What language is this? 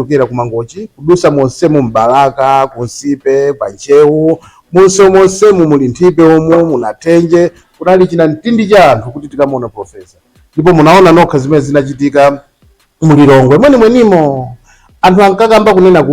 Nyanja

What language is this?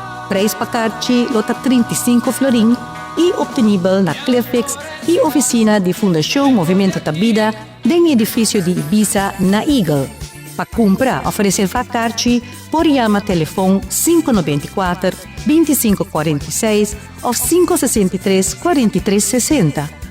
Papiamento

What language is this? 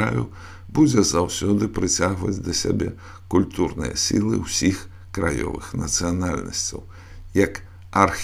Belarusian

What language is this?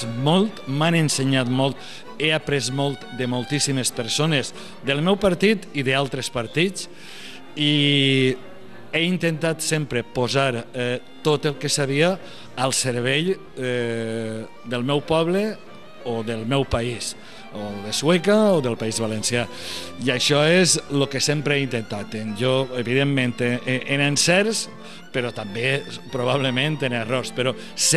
Catalan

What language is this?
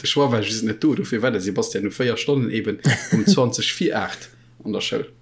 Luxembourgish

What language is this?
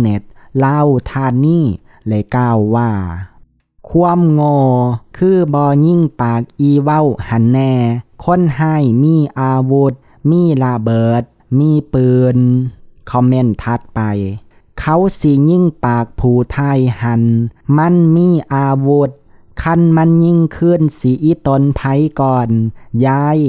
Lao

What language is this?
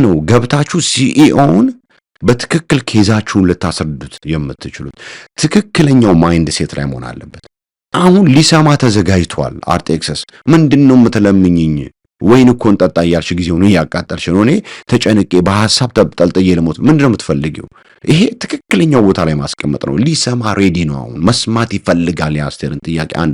Amharic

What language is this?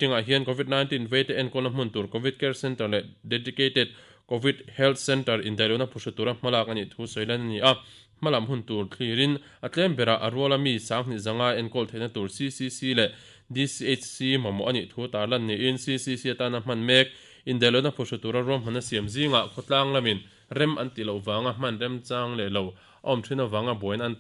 Mizo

